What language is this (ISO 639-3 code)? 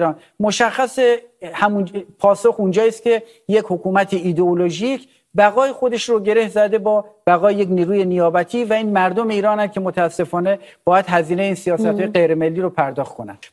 fas